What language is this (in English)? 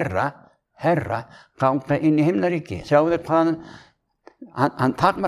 Icelandic